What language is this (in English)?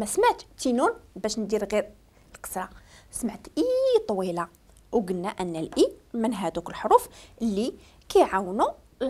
Moroccan Arabic